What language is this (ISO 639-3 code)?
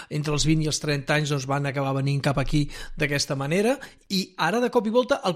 cat